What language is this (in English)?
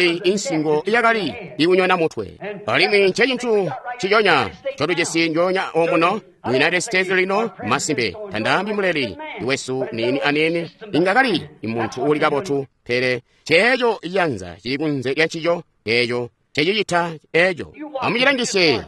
Tonga (Zambia)